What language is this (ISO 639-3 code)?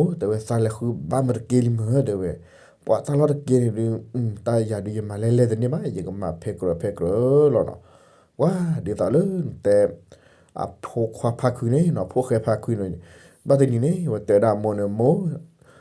ksw